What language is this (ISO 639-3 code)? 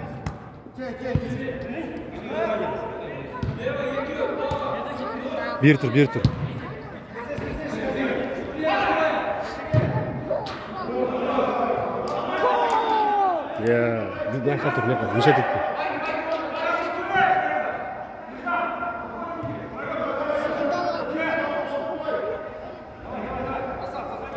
kaz